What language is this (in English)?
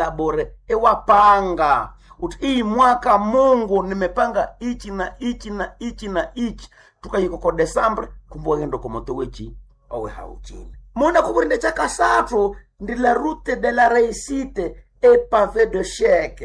Nande